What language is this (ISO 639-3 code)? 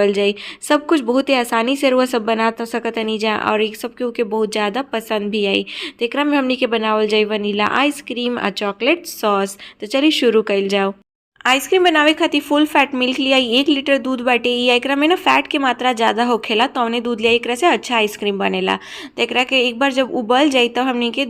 bho